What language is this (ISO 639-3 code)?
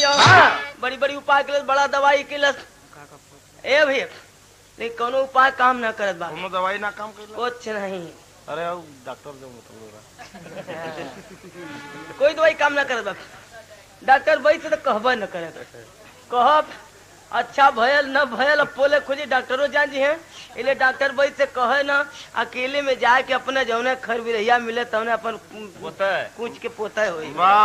bho